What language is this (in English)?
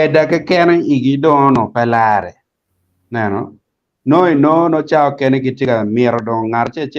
Acoli